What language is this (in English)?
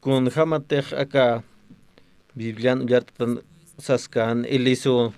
Aymara